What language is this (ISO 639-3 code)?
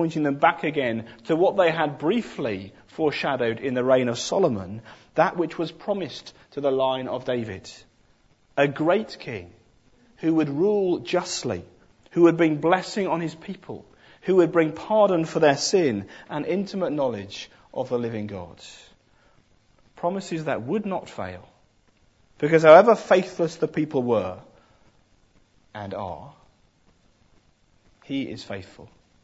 eng